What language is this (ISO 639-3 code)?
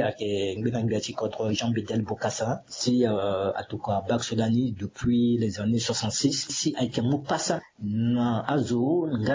sag